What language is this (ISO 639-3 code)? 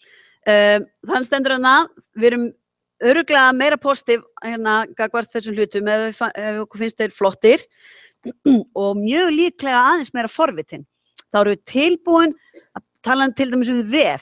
isl